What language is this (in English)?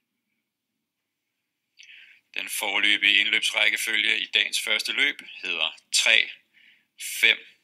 Danish